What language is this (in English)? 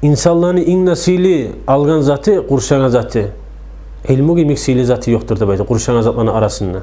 Kumyk